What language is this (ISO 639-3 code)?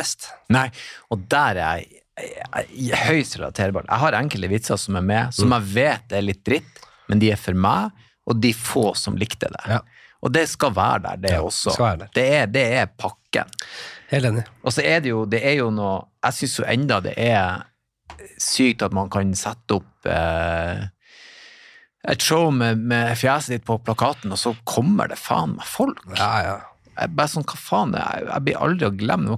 nor